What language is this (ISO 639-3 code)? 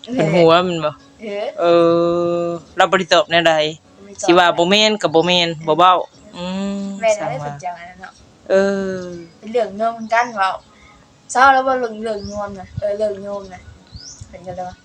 tts